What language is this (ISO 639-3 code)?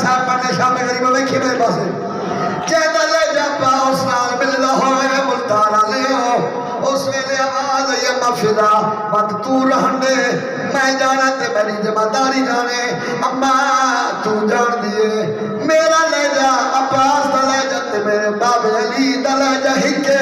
skr